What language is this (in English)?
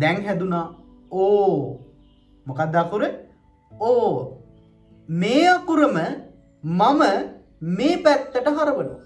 Sinhala